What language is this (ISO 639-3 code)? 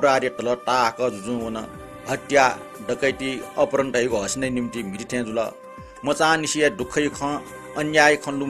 new